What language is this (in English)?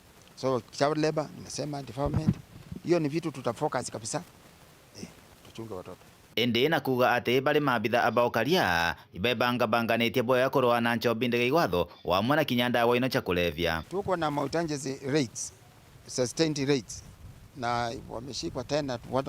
Meru